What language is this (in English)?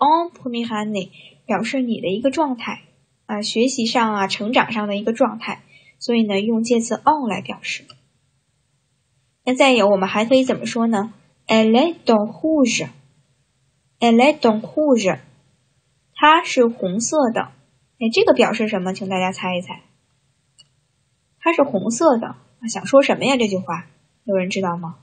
Chinese